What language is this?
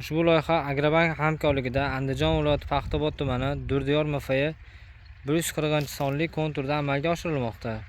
Uzbek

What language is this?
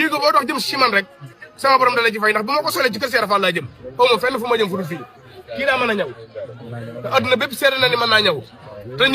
Wolof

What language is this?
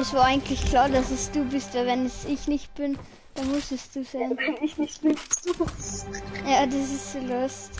Bavarian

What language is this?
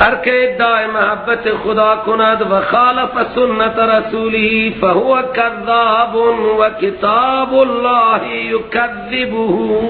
Persian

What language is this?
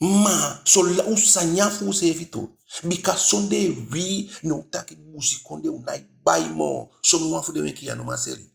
Eastern Maroon Creole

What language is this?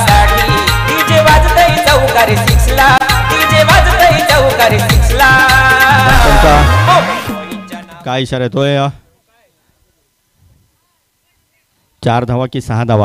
Marathi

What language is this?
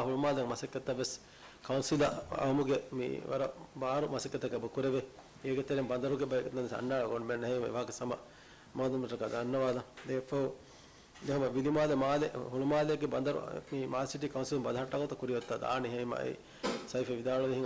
Divehi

